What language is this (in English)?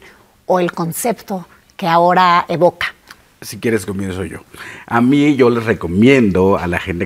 Spanish